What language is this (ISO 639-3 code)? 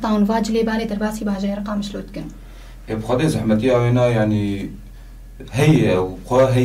kur